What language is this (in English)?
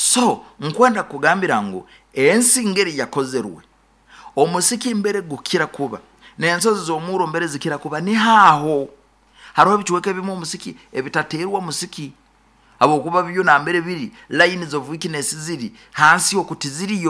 Nyoro